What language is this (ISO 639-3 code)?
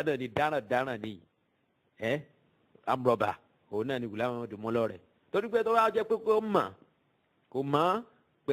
yor